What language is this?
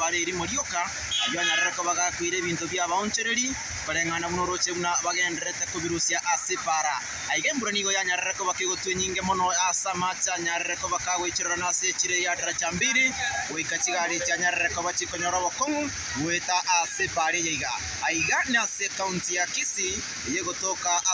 Gusii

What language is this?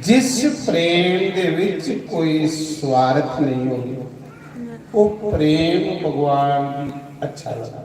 Dogri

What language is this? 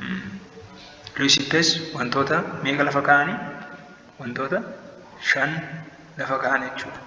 Oromo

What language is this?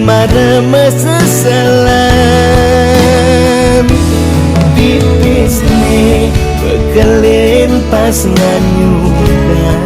Balinese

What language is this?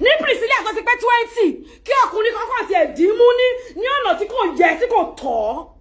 Yoruba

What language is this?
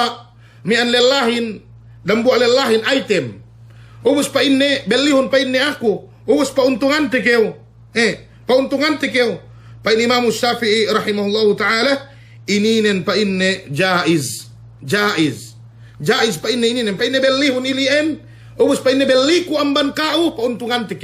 Yakan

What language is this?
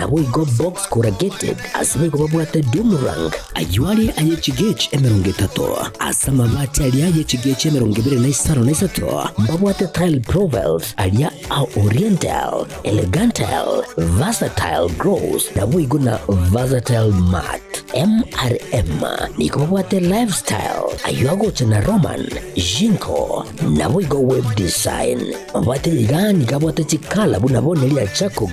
Gusii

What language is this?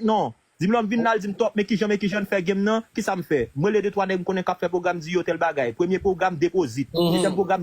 Haitian Creole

